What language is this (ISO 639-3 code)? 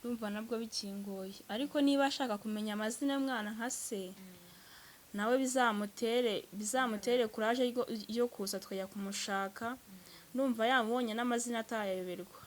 kin